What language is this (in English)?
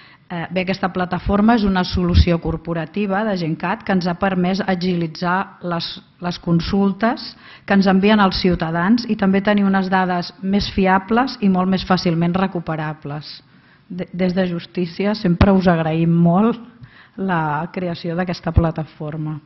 Catalan